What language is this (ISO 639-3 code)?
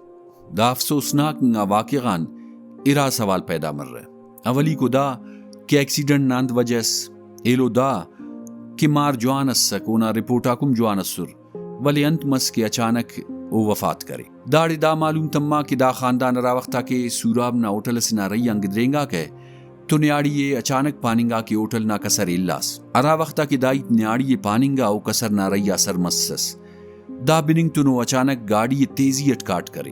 brh